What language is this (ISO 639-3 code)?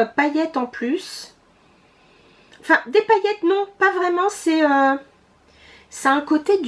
fra